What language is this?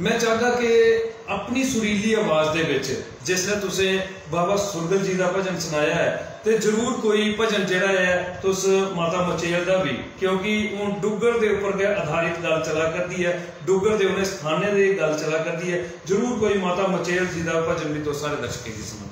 Dogri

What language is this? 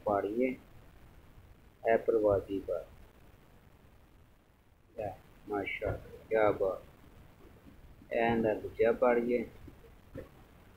Punjabi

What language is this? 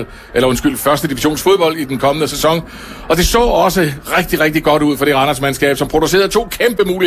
Danish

